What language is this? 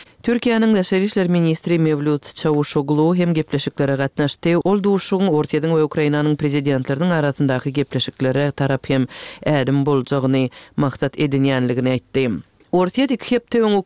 Kyrgyz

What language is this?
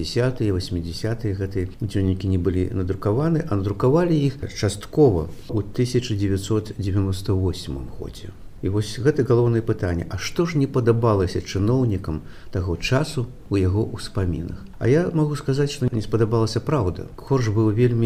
Belarusian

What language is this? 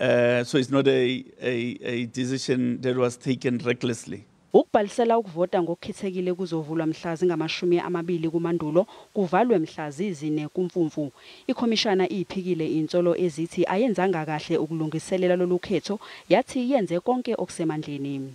Zulu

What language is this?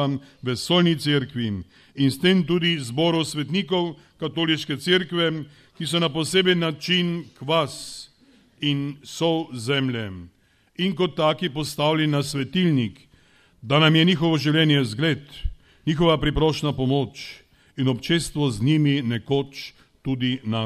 Slovenian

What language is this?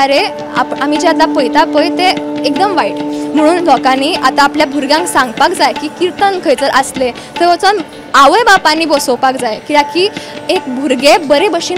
Konkani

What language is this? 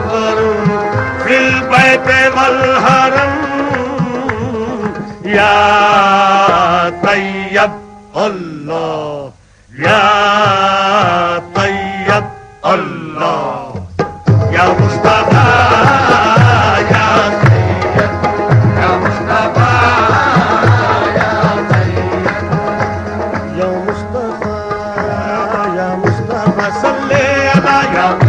Urdu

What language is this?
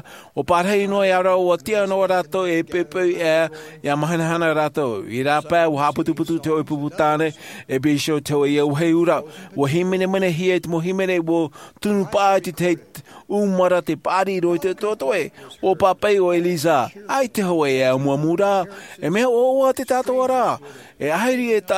Tahitian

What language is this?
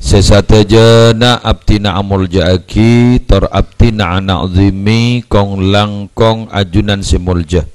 Madurese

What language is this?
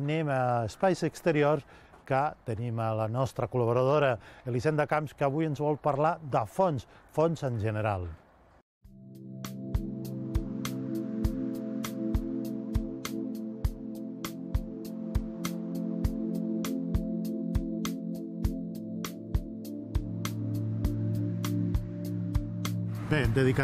Catalan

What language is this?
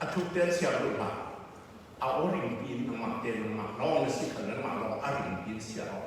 Falam Chin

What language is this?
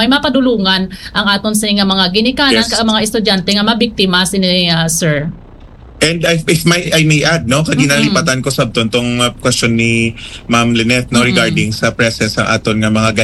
Hiligaynon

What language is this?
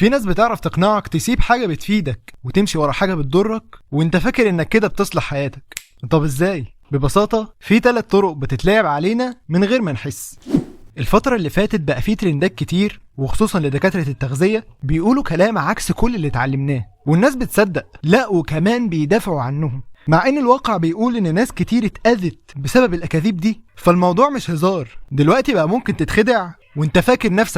Egyptian Arabic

